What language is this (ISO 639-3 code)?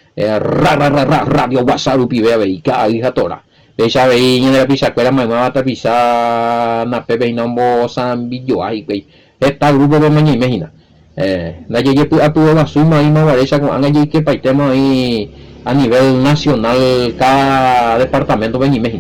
grn